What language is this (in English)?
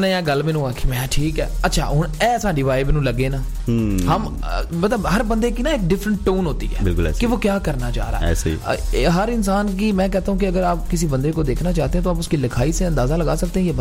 Hindi